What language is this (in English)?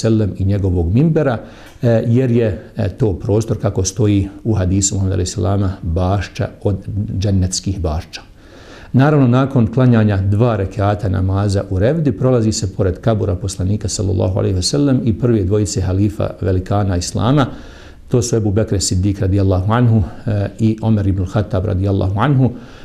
Bosnian